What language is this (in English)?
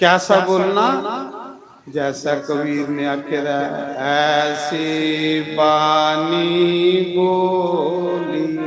Dogri